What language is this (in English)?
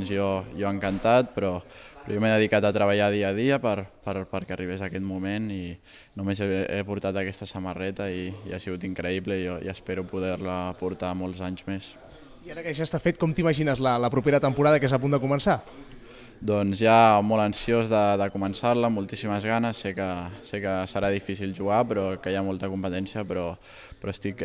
Catalan